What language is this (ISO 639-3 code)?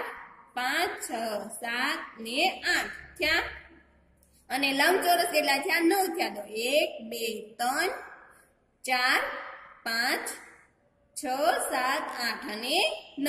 guj